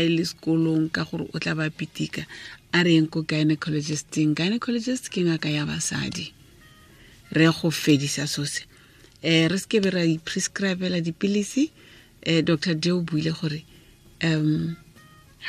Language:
Tswana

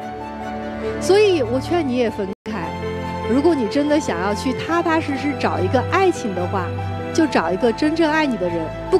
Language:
Chinese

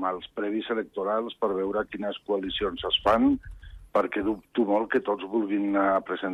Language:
Catalan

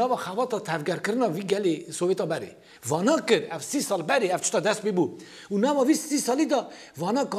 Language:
Kurdish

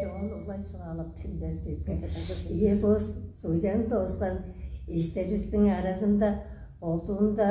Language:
Tuvinian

